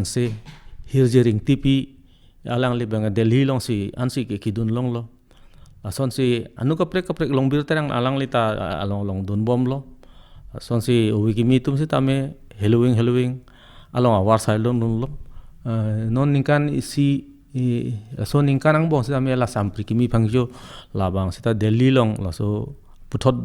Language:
Karbi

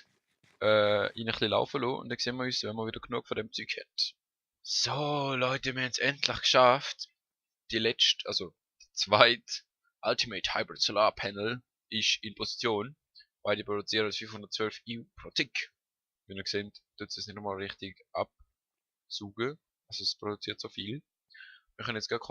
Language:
Swiss German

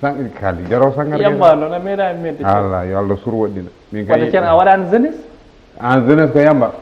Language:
Fula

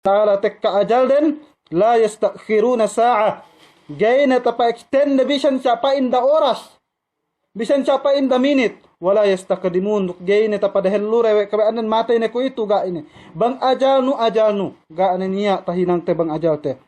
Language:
Yakan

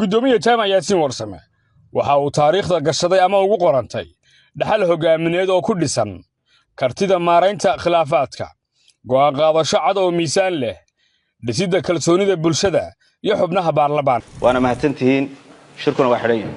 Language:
Somali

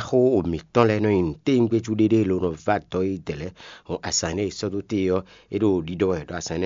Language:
Fon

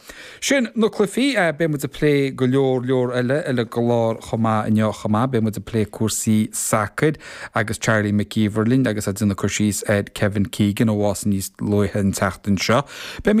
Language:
Irish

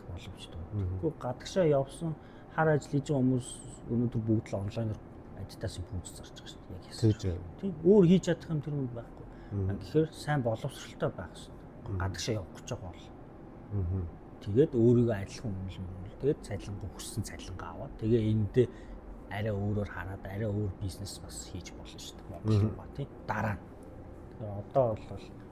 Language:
Mongolian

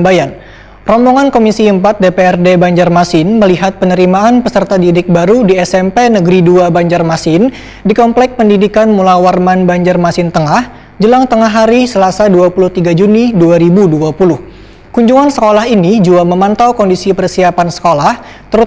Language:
Banjar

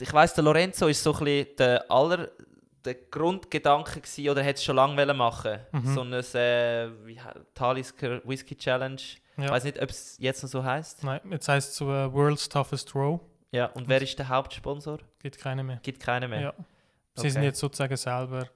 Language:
Swiss German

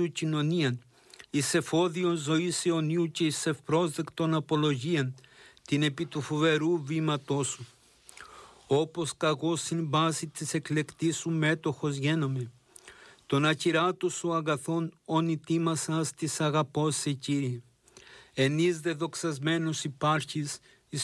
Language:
Greek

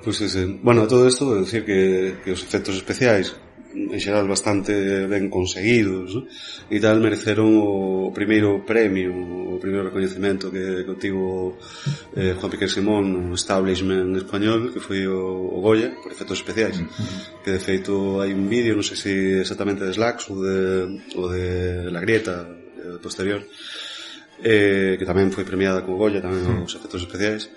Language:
Galician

